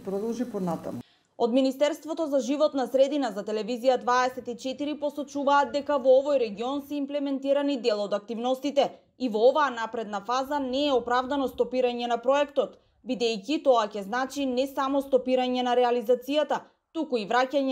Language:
Macedonian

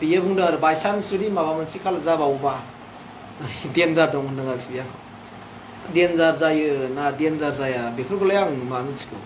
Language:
Bodo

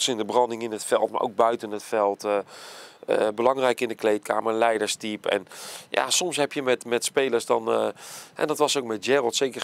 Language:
Dutch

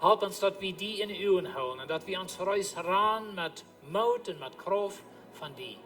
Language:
Plautdietsch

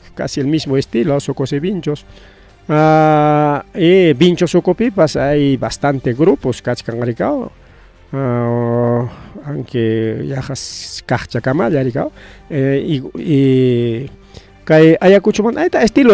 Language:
Ayacucho Quechua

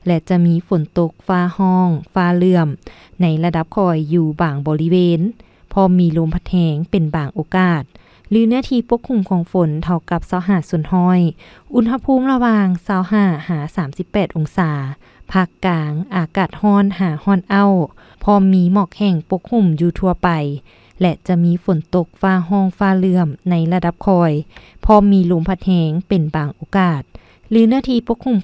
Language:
Lao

